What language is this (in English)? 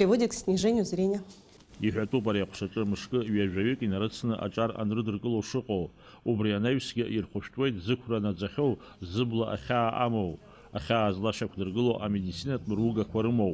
Abkhazian